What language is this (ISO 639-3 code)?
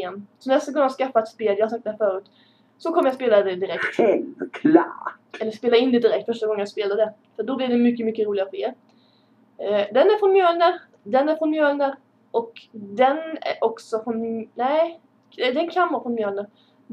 swe